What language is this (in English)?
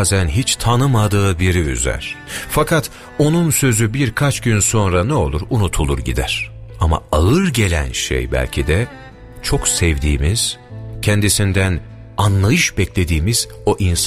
Turkish